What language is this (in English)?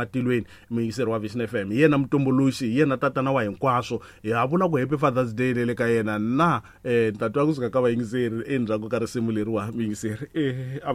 Tsonga